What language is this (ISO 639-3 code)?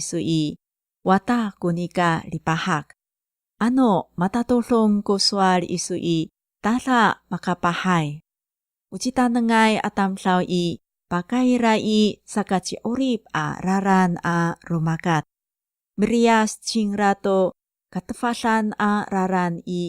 ami